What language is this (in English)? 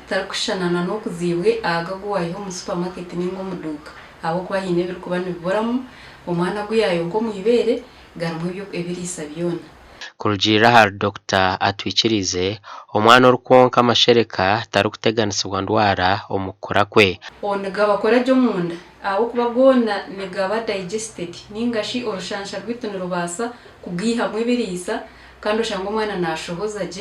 Nyankole